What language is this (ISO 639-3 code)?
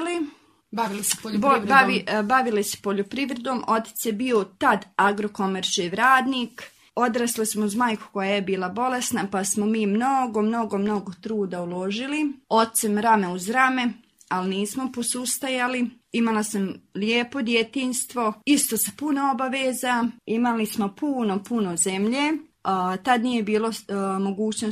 bos